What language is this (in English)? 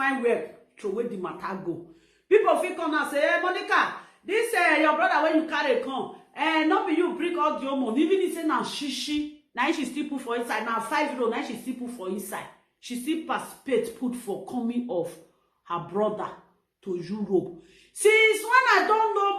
Nigerian Pidgin